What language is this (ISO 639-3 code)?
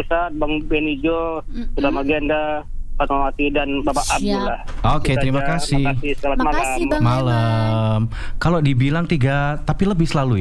ind